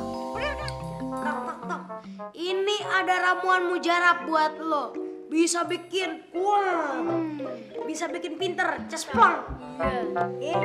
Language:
Betawi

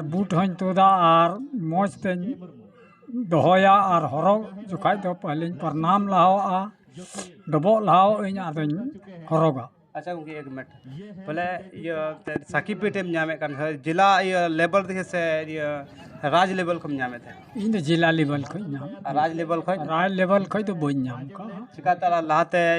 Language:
Santali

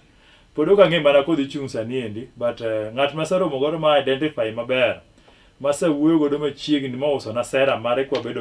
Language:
Luo (Kenya and Tanzania)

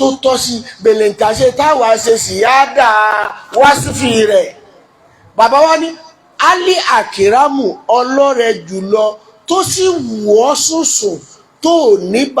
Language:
Yoruba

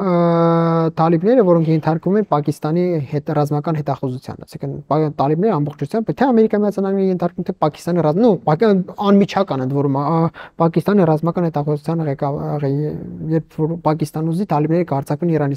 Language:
Armenian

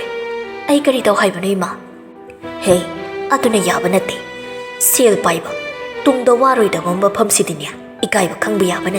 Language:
Manipuri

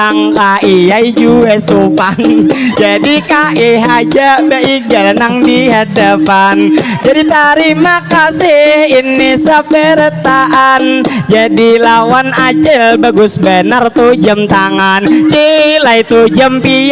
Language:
Banjar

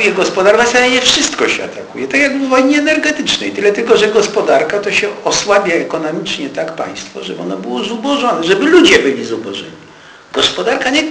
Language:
Polish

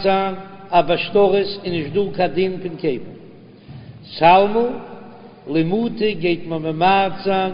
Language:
Yiddish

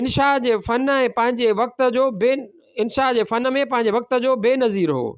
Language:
Sindhi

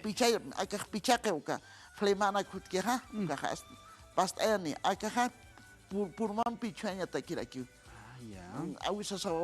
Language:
Aymara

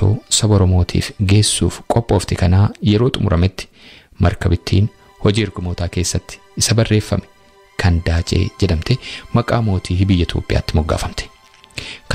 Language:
Oromo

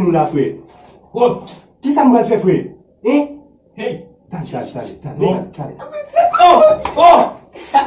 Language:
Haitian Creole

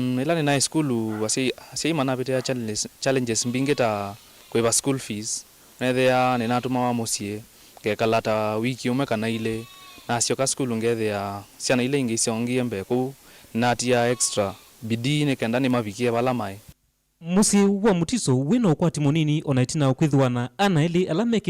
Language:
Kamba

